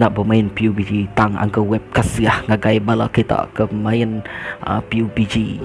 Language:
Iban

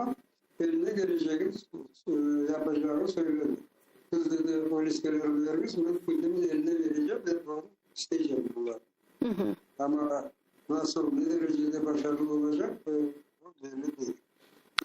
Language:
Crimean Tatar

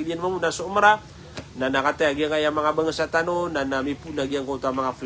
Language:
Maranao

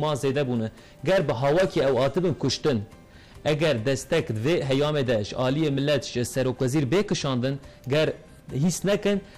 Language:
Kurdish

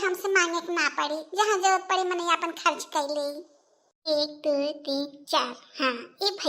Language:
Bhojpuri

